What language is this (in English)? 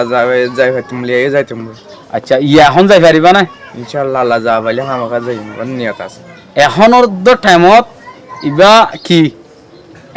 Rohingya